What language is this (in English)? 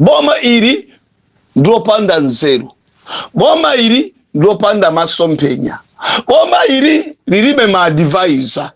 Nyanja